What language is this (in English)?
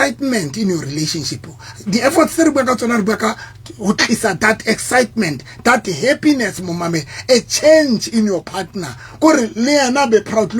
Southern Sotho